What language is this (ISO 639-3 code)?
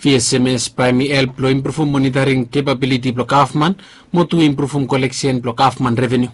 bis